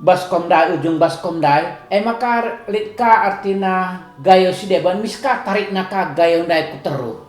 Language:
Batak Karo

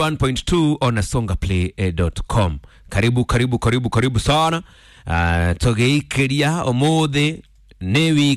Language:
Kikuyu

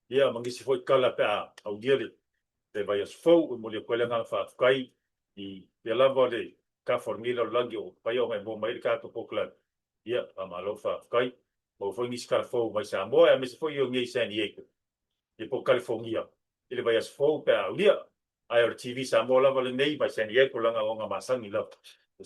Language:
Samoan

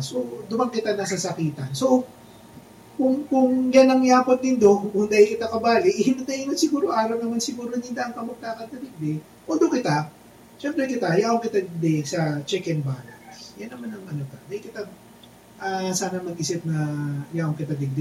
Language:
Bikol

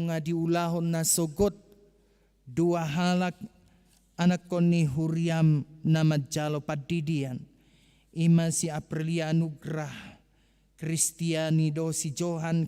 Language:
Batak Toba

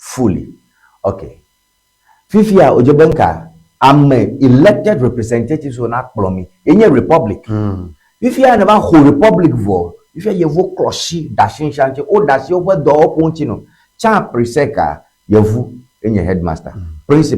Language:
Ewe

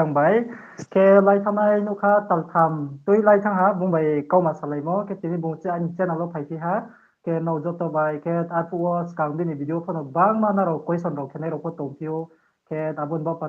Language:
Riang (India)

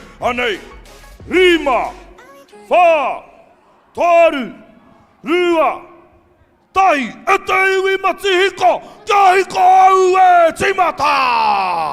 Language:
Māori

